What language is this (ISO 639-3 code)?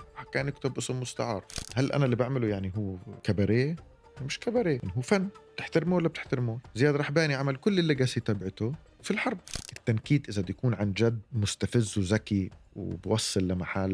apc